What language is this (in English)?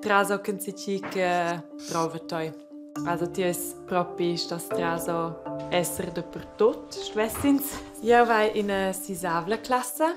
Romansh